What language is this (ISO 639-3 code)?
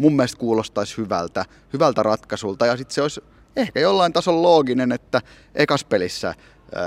fin